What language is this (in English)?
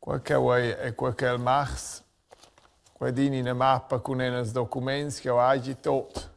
Romansh